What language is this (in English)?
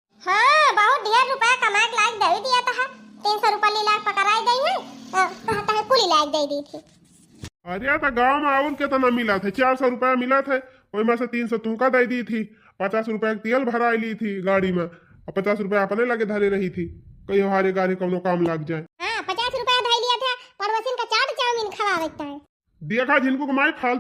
Awadhi